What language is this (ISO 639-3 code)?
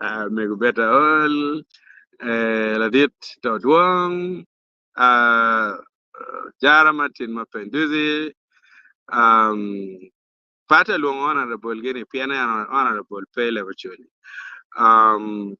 ach